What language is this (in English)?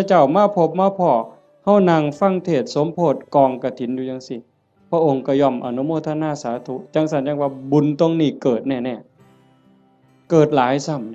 Northeastern Thai